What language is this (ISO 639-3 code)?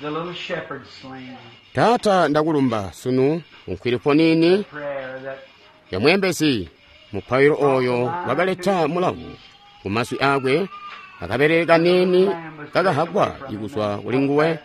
toi